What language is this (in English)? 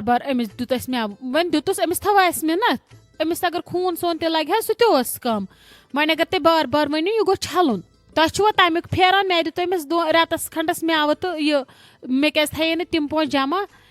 Kashmiri